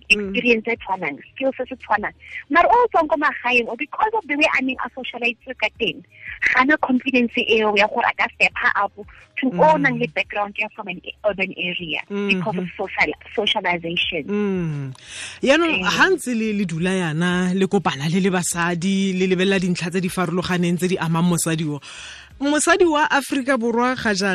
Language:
Tswana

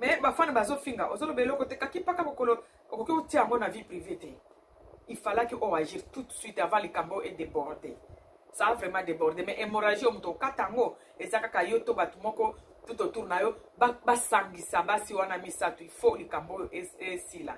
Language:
Lingala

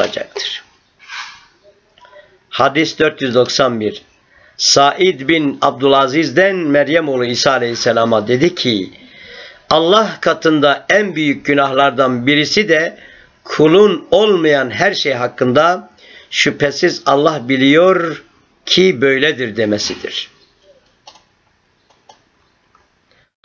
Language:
Turkish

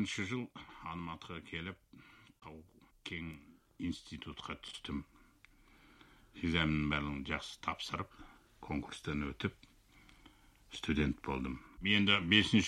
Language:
Kazakh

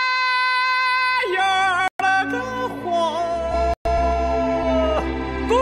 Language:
Chinese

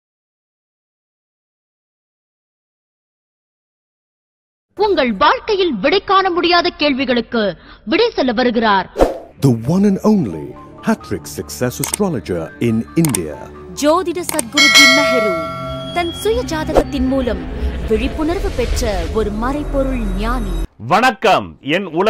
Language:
Tamil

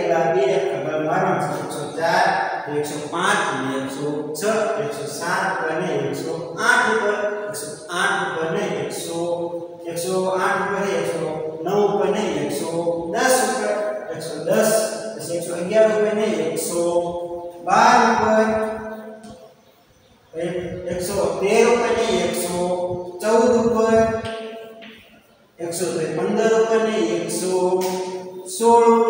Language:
Gujarati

